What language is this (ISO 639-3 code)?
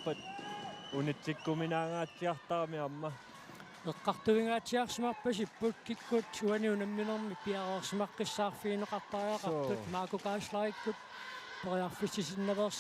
kal